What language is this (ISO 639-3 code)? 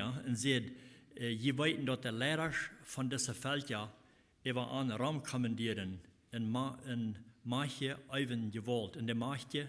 pdt